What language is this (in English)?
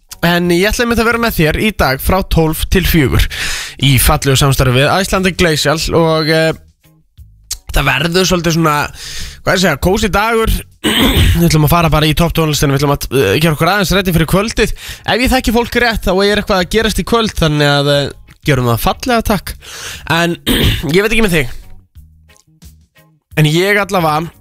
Icelandic